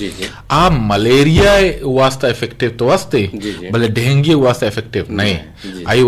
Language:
Eastern Balochi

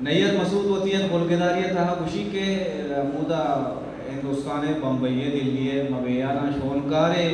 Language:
Eastern Balochi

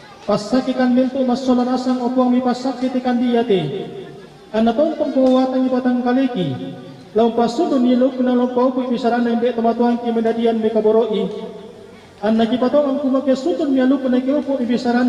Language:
Toraja-Sa'dan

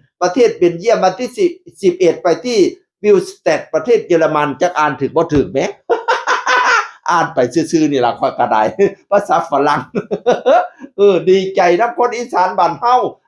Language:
Northeastern Thai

